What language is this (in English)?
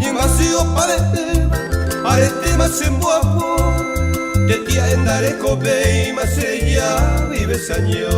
Guarani